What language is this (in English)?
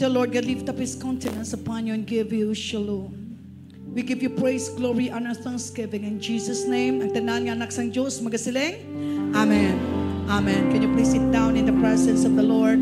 Hiligaynon